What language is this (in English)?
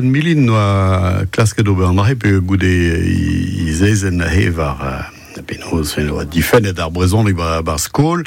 Breton